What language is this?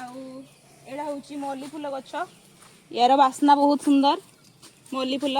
Odia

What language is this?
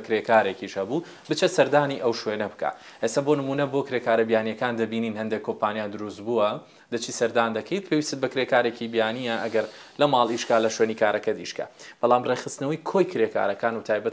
Central Kurdish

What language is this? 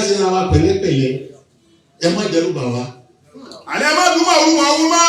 Yoruba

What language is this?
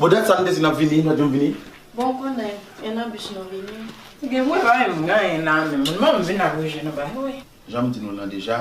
Haitian Creole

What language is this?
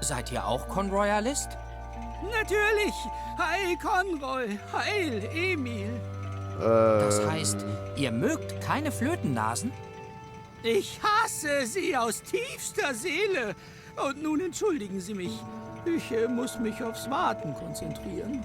Swiss German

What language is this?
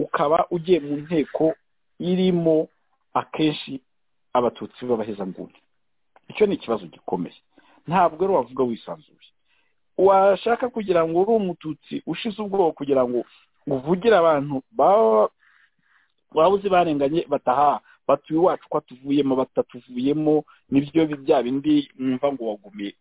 Kinyarwanda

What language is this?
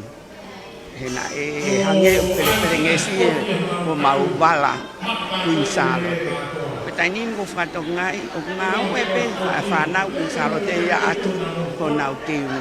Tongan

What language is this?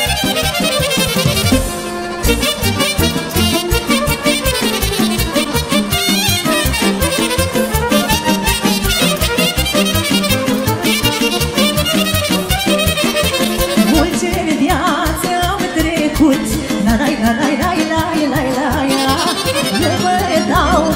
Romanian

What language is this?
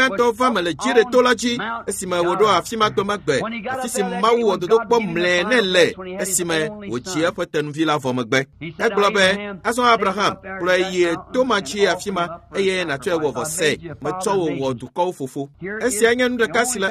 Ewe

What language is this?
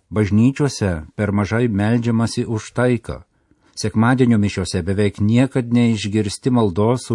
Lithuanian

